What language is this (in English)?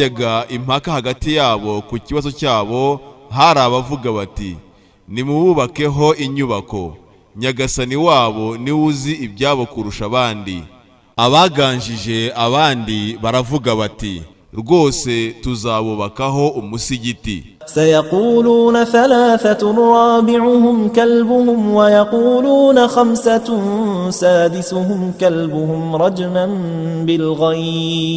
Kinyarwanda